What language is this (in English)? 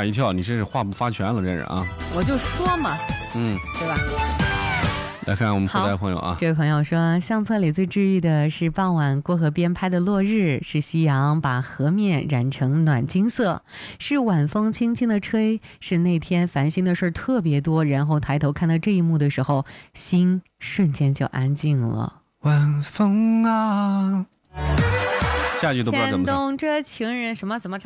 Chinese